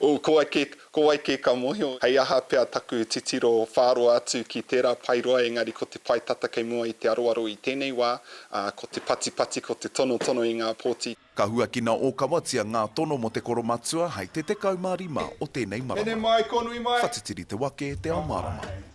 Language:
Māori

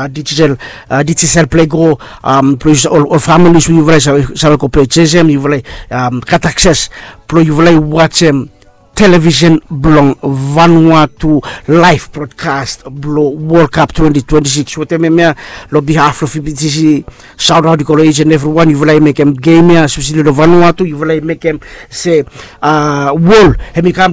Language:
Bislama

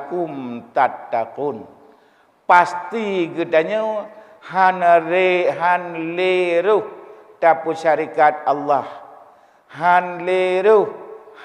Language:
Achinese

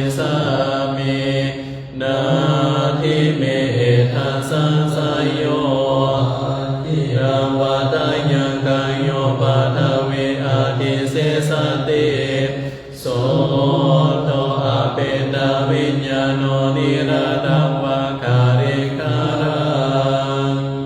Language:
Pali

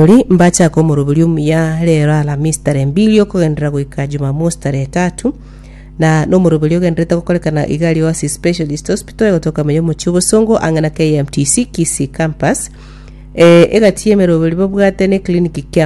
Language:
Gusii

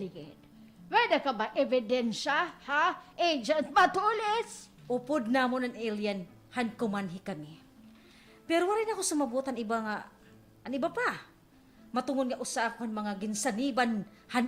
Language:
Waray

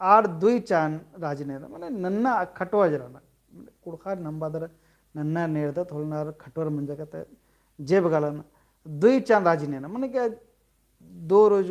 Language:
Kurukh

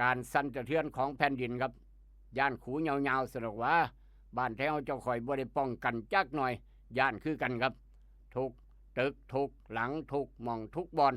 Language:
Lao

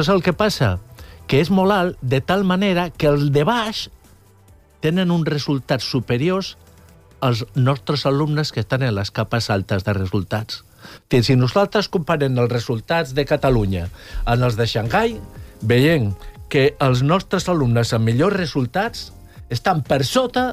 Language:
Catalan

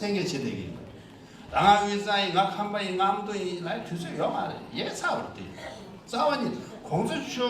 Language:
Tibetan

